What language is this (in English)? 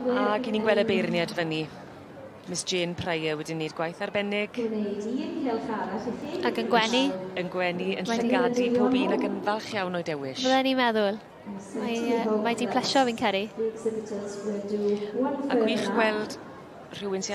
Welsh